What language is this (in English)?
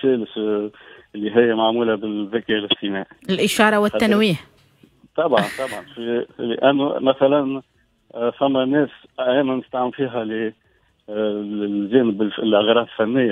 Tunisian Arabic